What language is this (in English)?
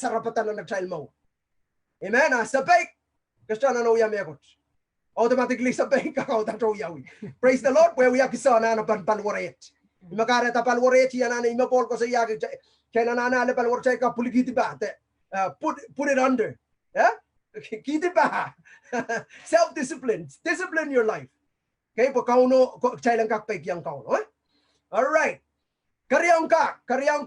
Pohnpeian